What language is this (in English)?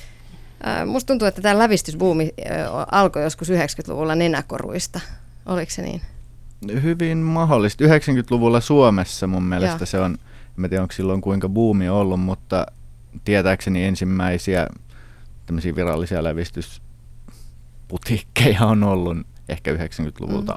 Finnish